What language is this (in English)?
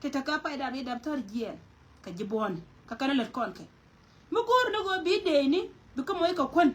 Nuer